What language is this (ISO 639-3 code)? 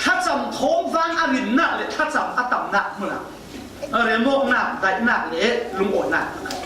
cfm